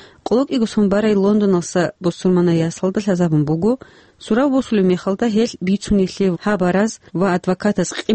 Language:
Avaric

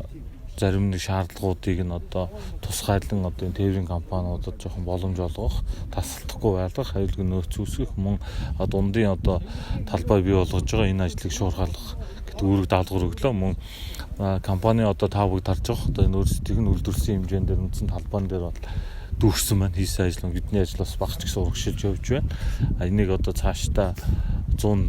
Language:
Mongolian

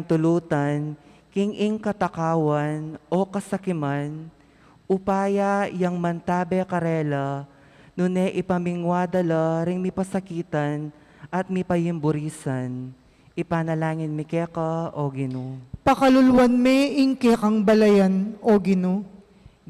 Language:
Pampanga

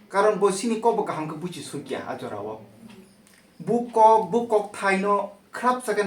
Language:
Kok Borok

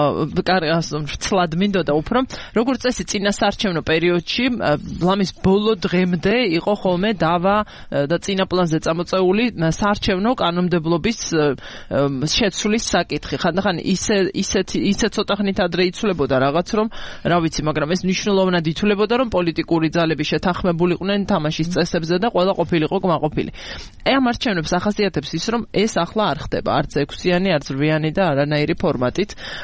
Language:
Georgian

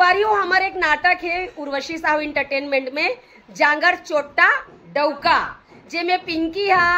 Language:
Chhattisgarhi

